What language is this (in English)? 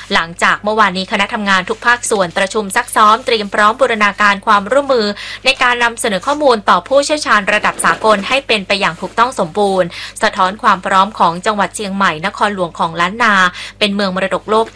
Thai